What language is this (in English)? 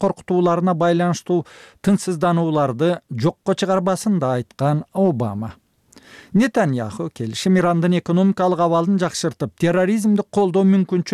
Kyrgyz